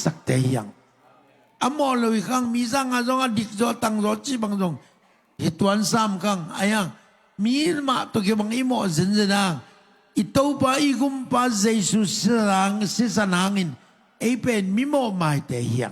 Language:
Tedim Chin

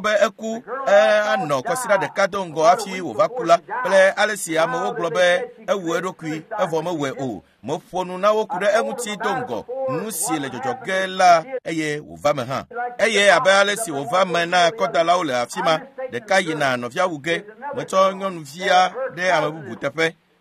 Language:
Ewe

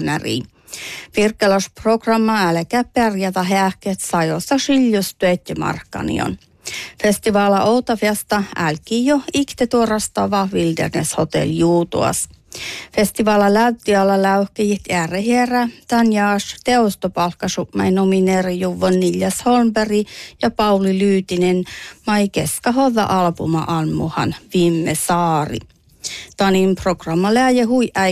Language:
Northern Sami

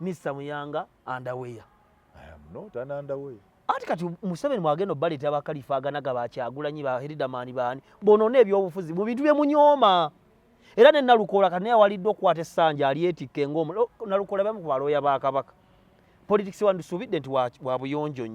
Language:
Ganda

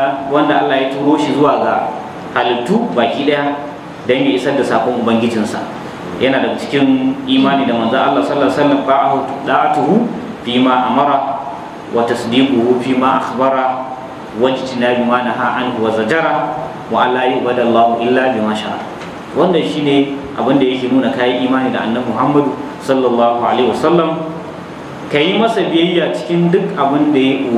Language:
Hausa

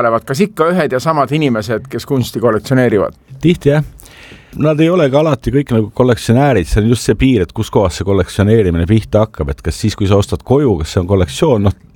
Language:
Estonian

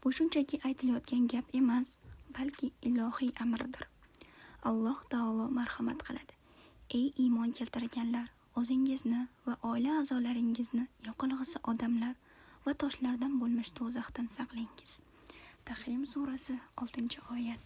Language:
Uzbek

